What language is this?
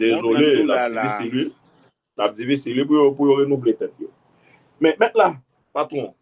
Haitian Creole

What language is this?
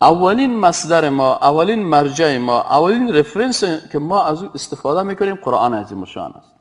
Persian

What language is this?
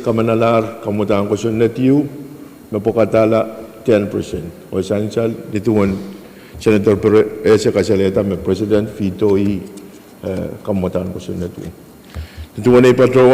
Pohnpeian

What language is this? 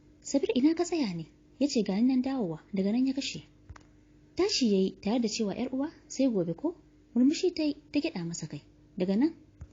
Hausa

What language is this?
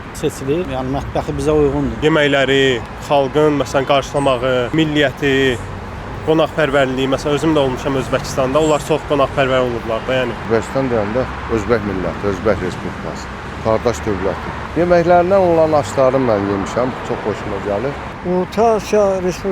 Azerbaijani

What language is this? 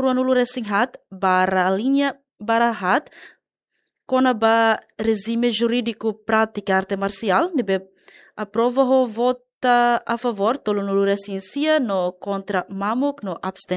Tetum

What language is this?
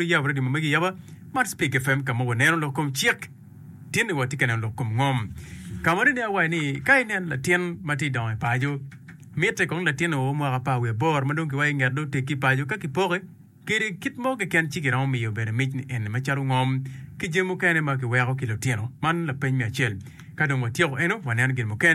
Acoli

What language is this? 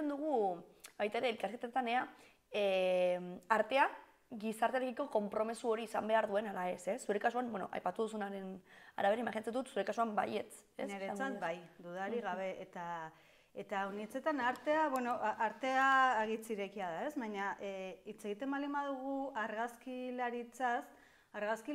Basque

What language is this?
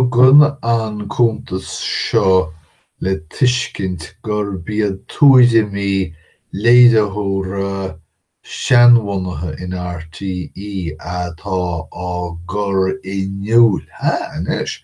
Irish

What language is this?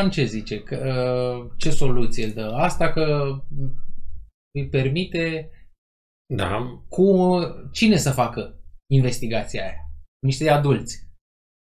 Romanian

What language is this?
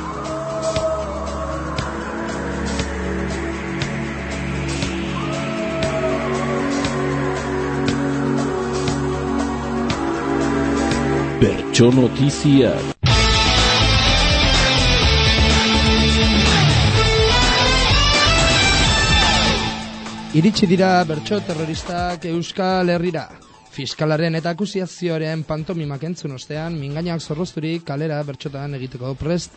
Basque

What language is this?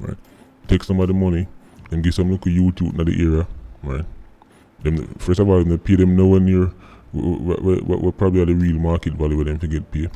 Jamaican Creole English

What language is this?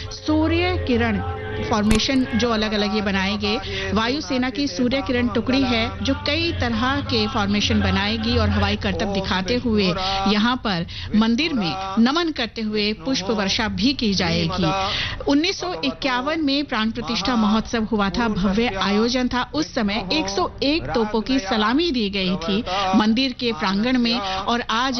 Hindi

